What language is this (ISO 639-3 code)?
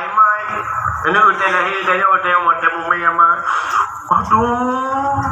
ace